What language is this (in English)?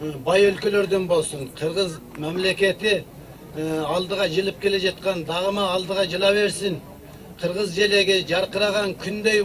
Kyrgyz